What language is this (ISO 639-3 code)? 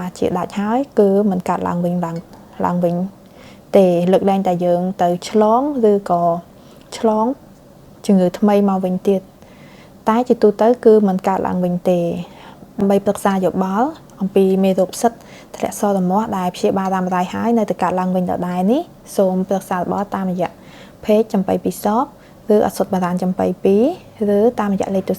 khm